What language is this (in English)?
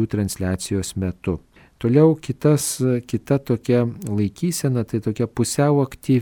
Lithuanian